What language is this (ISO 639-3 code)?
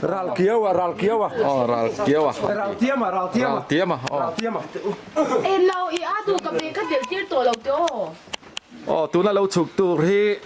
lus